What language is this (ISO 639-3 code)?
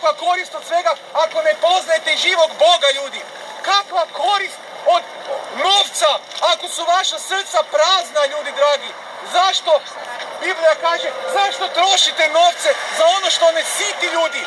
hrv